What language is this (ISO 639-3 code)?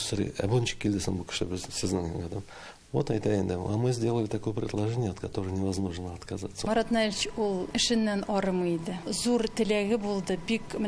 tat